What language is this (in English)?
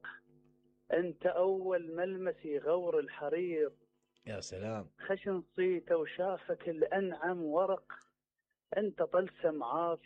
Mesopotamian Arabic